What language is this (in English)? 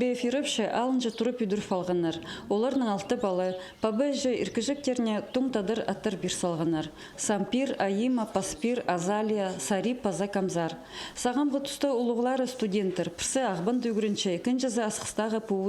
Khakas